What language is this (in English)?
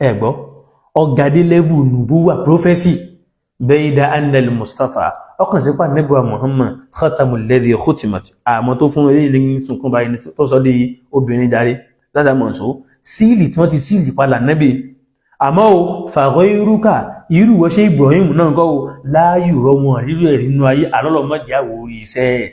Yoruba